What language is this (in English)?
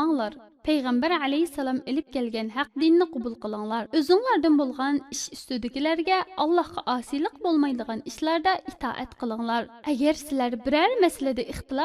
Uyghur